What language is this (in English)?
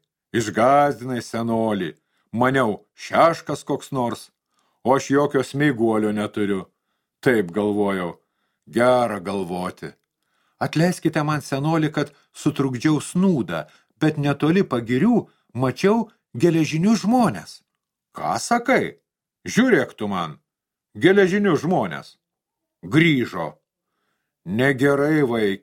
Lithuanian